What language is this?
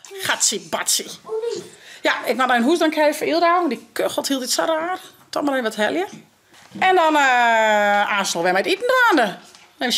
Western Frisian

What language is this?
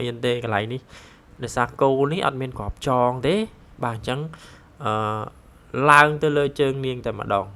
Khmer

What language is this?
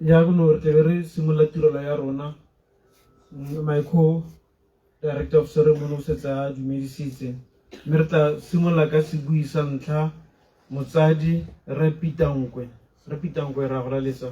Tswana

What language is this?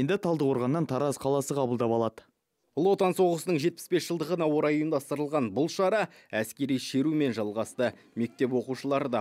Kazakh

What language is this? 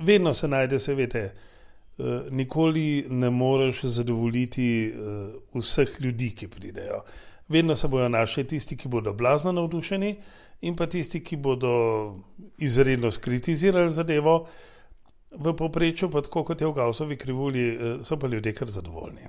Slovenian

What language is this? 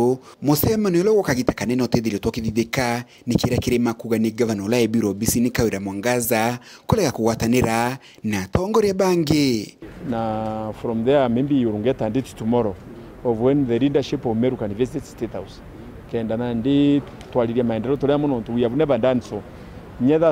Meru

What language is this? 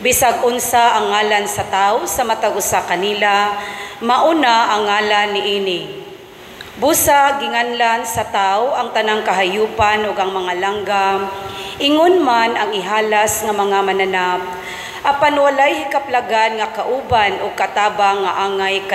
Cebuano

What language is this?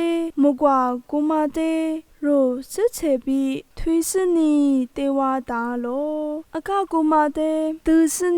Lisu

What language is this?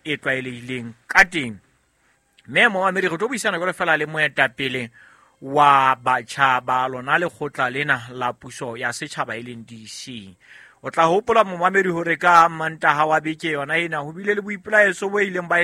Southern Sotho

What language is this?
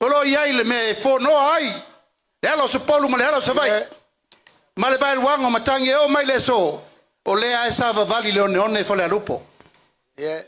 Samoan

